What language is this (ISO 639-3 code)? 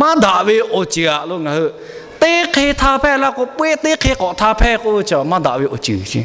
lhu